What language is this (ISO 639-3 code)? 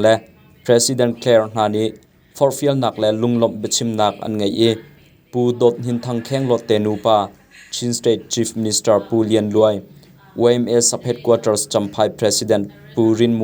cnh